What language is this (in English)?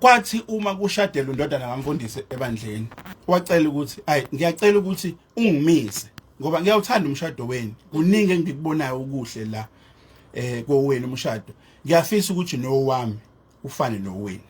Zulu